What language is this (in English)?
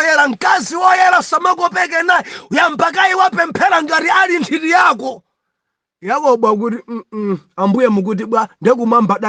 Nyanja